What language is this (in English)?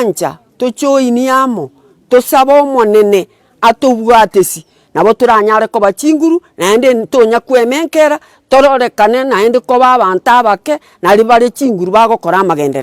Gusii